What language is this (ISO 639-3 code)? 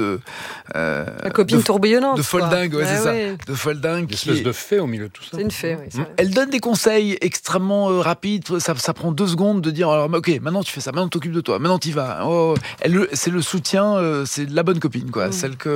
fra